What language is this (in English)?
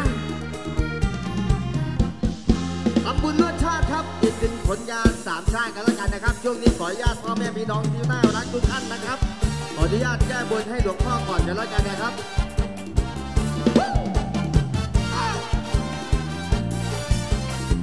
Thai